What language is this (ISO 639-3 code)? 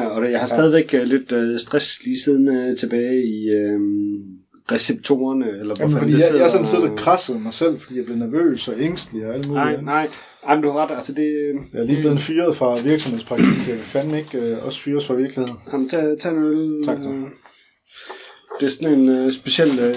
dan